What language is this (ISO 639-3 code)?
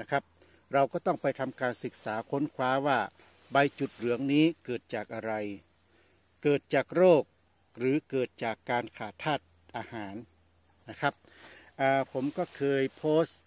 tha